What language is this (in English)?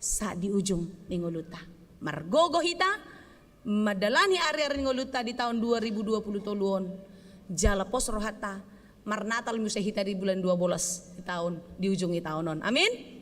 Batak Toba